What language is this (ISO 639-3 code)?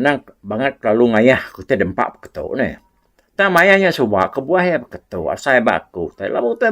iba